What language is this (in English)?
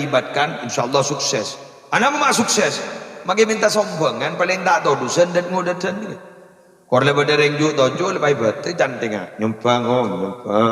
Madurese